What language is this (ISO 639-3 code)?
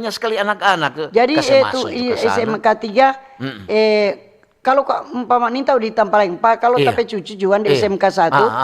xmm